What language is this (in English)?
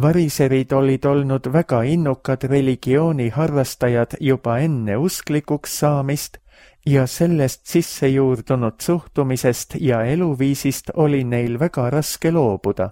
Estonian